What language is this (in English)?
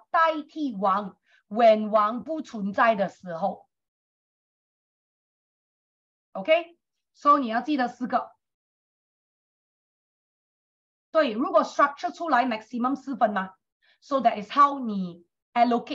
Chinese